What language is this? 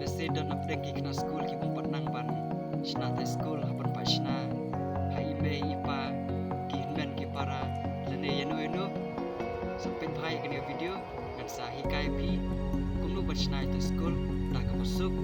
Khasi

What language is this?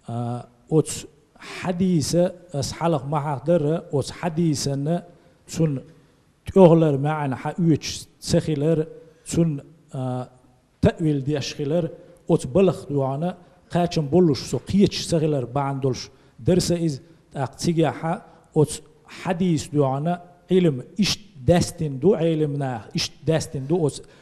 Chechen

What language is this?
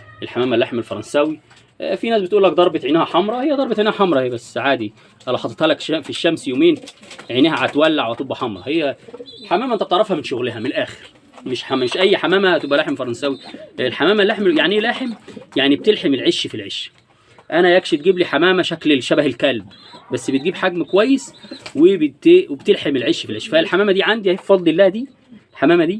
Egyptian Arabic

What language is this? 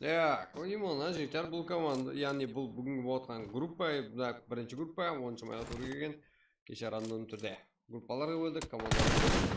Kara-Kalpak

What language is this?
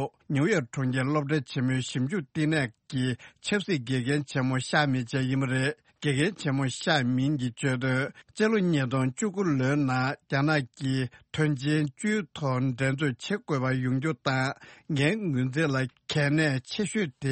Tibetan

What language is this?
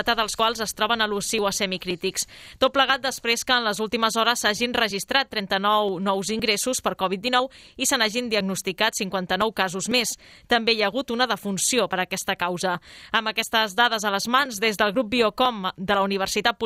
Catalan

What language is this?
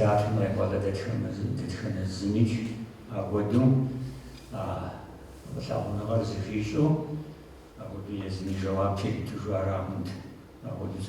Kabardian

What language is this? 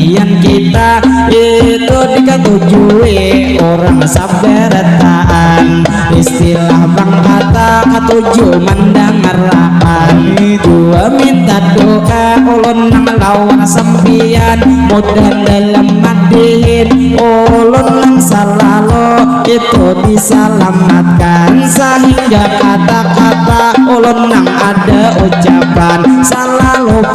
Banjar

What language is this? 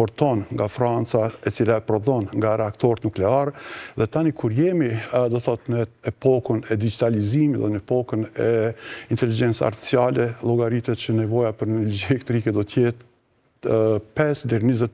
Albanian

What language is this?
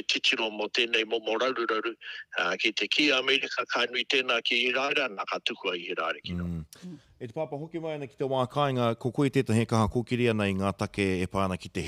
Māori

